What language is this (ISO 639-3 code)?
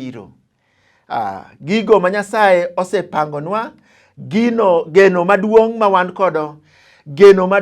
luo